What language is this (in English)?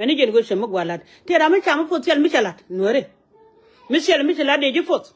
Nuer